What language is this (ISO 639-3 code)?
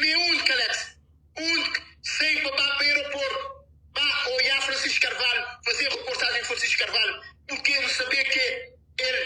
kea